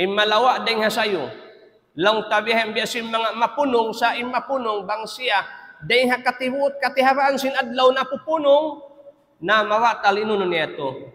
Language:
Tausug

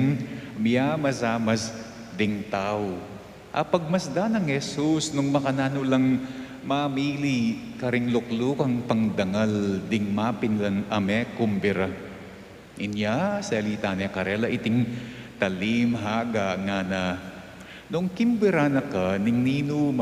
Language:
Pampanga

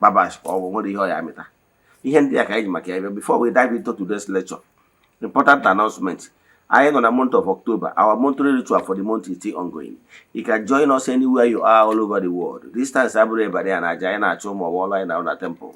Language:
Igbo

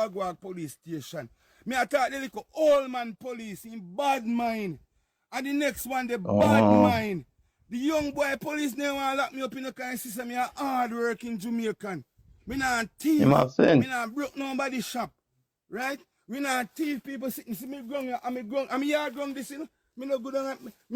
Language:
Jamaican Creole English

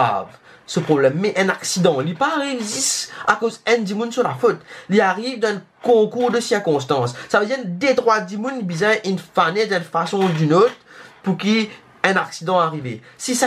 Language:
Morisyen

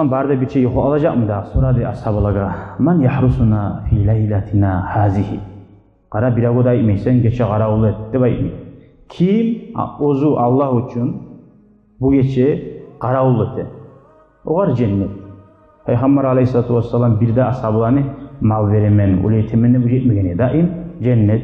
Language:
Kumyk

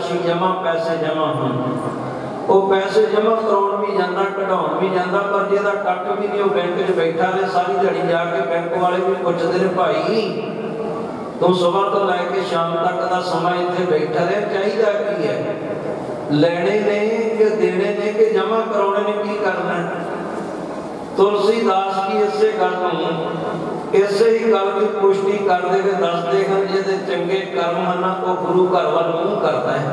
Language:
Punjabi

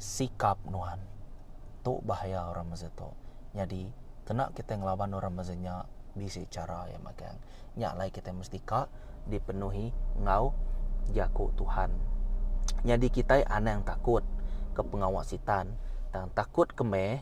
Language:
Iban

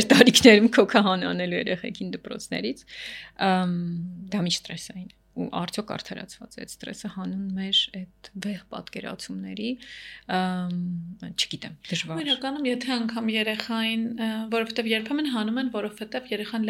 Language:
Armenian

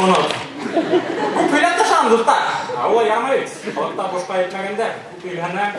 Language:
Bashkir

